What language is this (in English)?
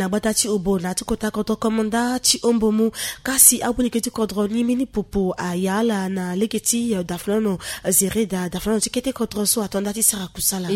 Sango